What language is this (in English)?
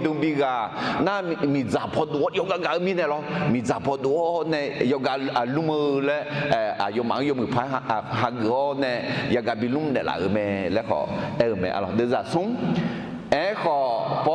Akha